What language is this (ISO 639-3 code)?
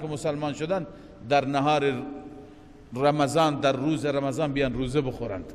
fas